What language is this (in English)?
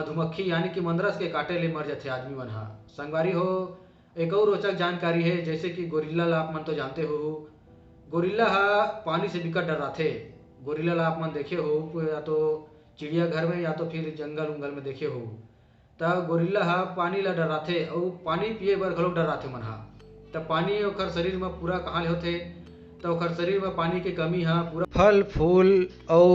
Chhattisgarhi